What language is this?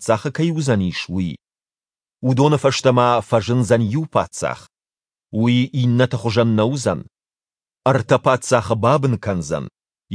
Ossetic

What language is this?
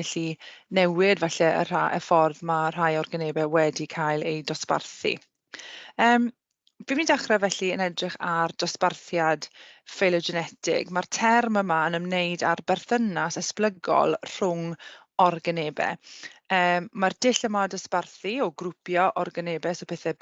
Welsh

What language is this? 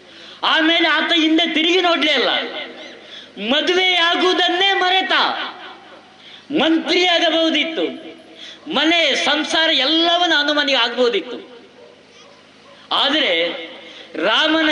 Kannada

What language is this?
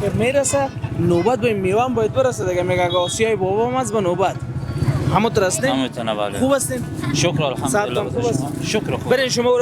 Persian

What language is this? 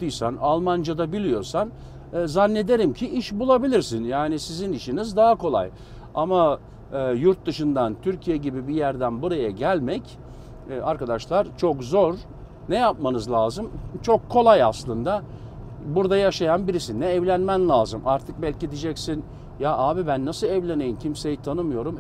Turkish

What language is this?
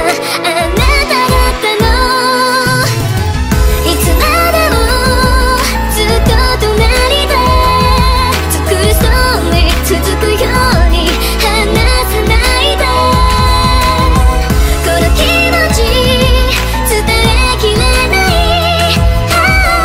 Japanese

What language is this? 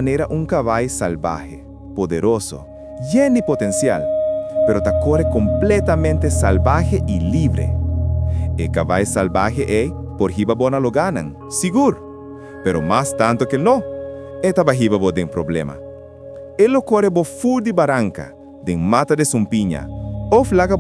Papiamento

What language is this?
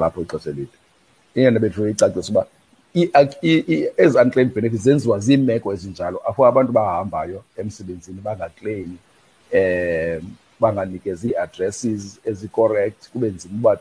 Xhosa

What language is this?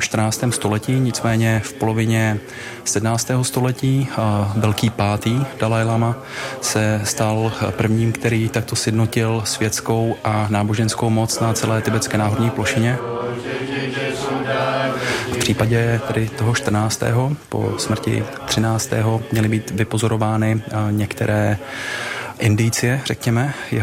Czech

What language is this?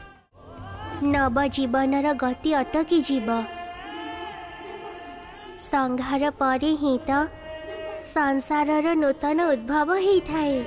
Odia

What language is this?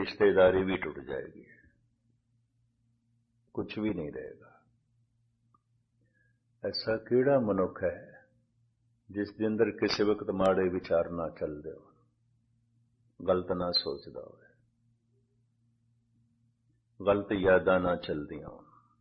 Punjabi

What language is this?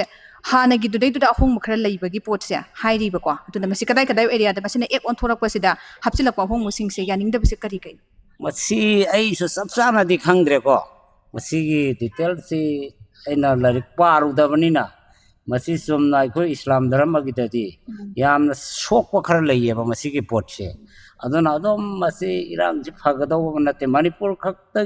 Manipuri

